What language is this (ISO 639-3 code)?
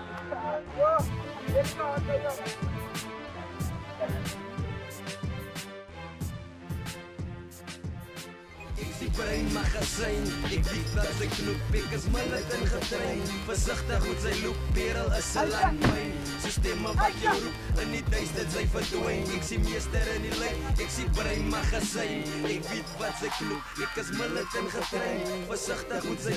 afr